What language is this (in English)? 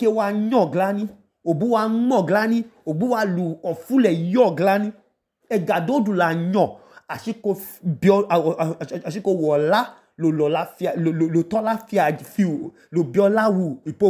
Idoma